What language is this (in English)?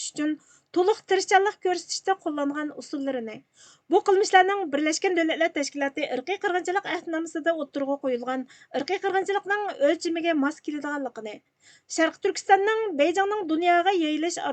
Uyghur